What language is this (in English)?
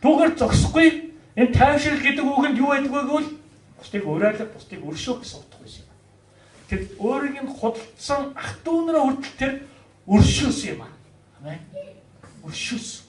Mongolian